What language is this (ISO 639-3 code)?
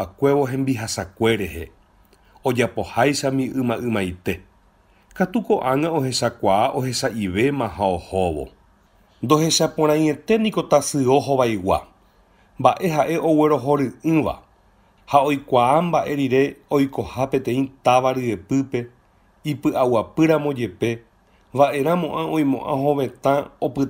grn